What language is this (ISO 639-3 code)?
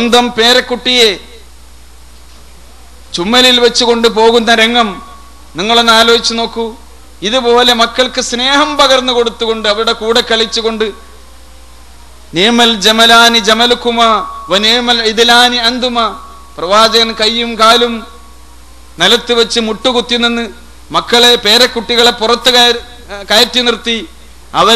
mal